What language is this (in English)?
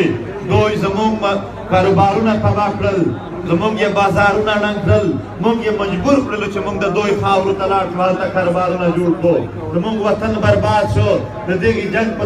Pashto